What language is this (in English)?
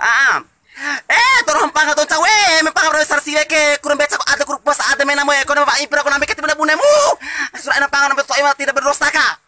Bima